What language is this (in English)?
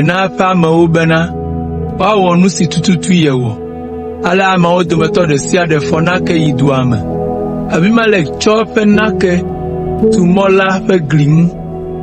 Ewe